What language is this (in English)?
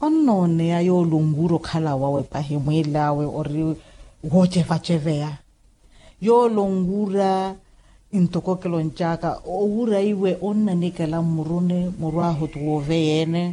Makhuwa